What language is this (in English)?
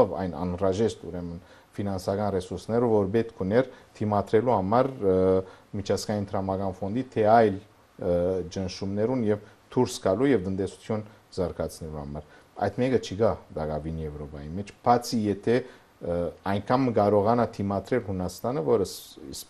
Armenian